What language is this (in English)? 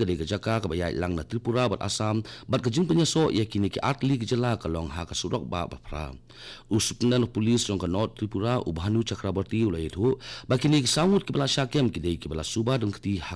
Khasi